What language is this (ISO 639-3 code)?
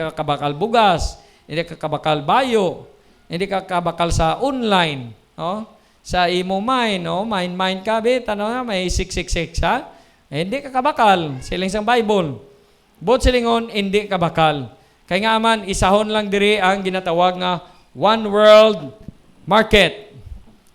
hil